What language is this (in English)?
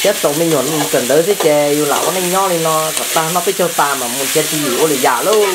Hmong